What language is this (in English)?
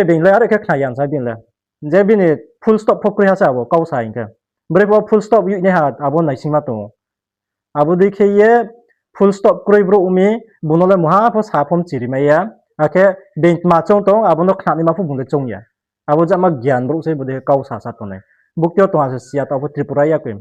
Riang (India)